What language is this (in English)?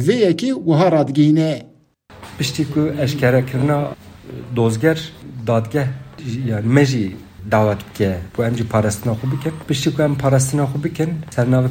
Kurdish